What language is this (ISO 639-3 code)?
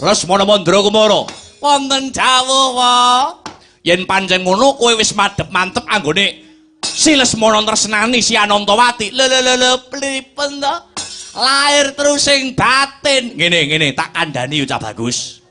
jav